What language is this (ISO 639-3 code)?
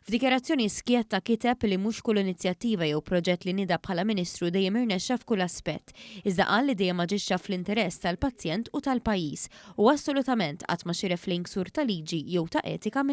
mlt